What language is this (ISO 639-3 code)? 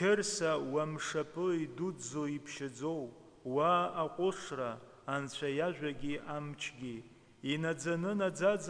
abk